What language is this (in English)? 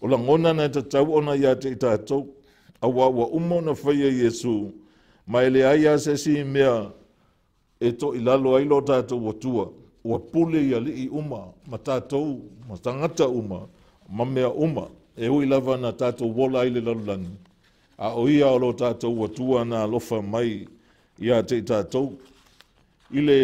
Samoan